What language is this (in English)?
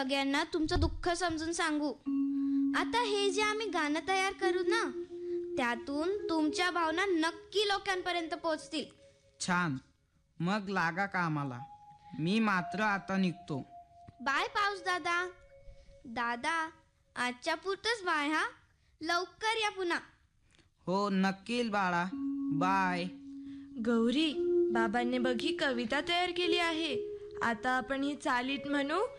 Marathi